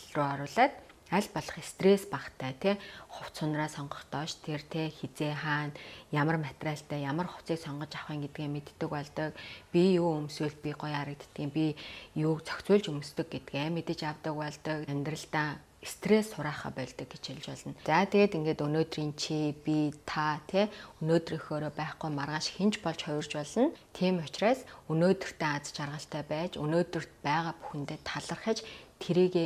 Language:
Mongolian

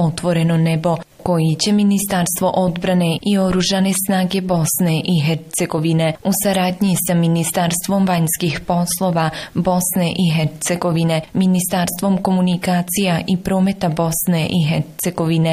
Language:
Bosnian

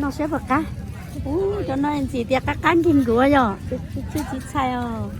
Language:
Hmong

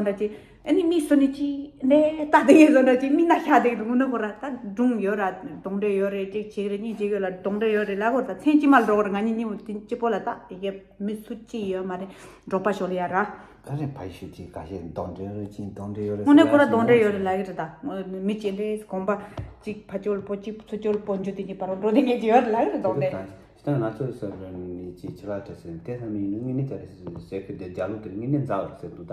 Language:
Tibetan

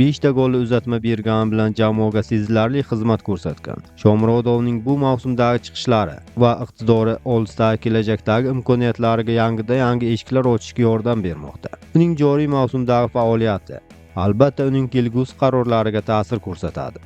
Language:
Uzbek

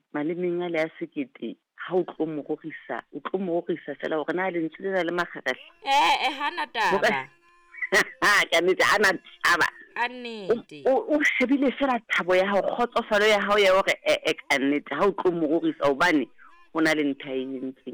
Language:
Southern Sotho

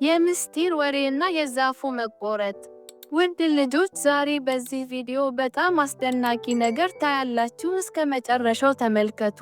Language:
Amharic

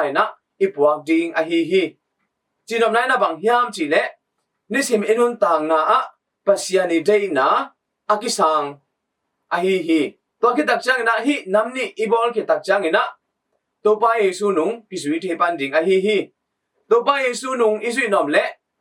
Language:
Tedim Chin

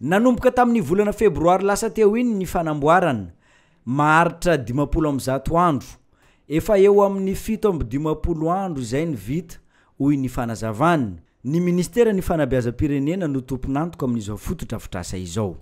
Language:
Malagasy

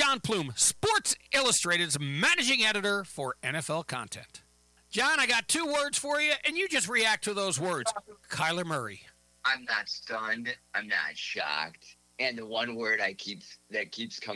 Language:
English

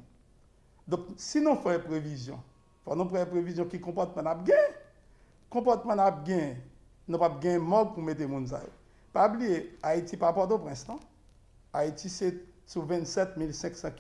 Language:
Haitian Creole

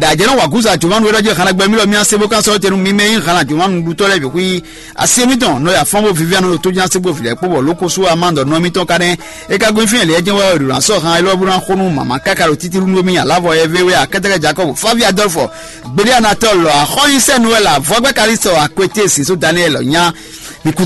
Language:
Fon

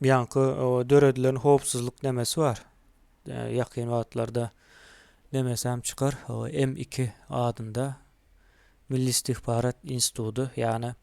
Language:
Turkmen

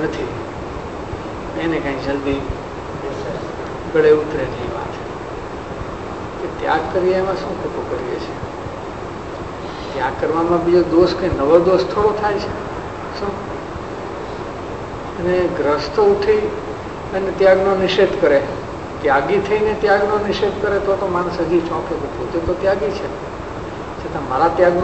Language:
Gujarati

